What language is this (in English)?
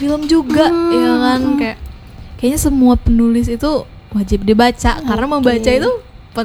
Indonesian